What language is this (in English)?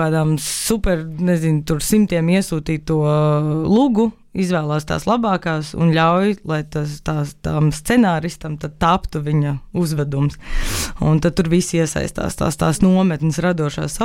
Latvian